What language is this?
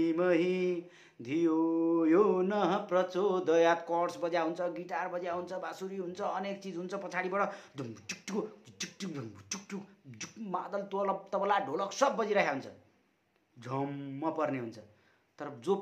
Nepali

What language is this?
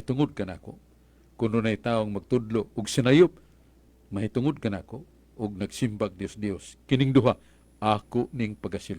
Cebuano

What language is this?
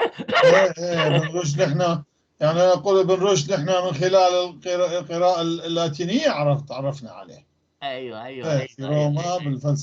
North Levantine Arabic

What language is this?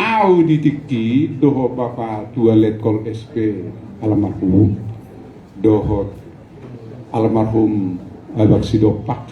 Batak Toba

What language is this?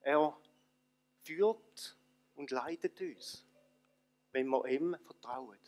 Swiss German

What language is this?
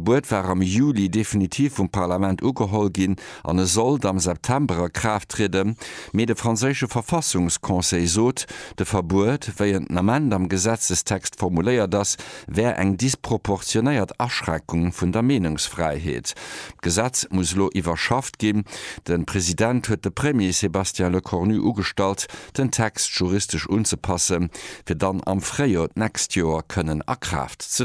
Luxembourgish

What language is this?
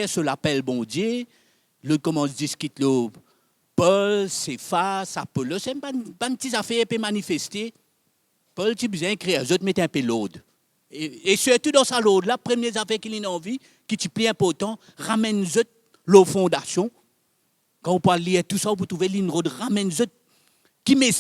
Morisyen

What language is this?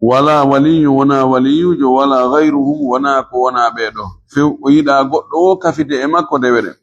Fula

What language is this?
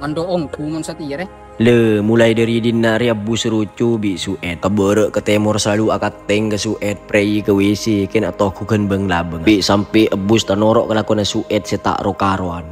Madurese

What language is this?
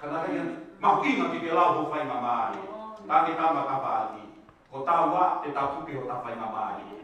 Tongan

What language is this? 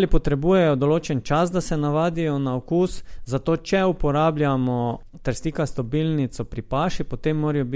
Slovenian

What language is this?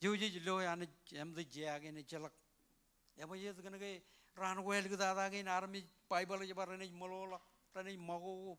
Marshallese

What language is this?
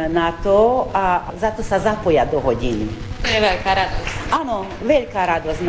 Slovak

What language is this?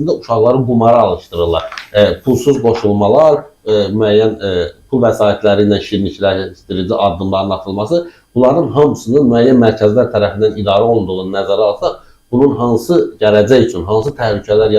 Azerbaijani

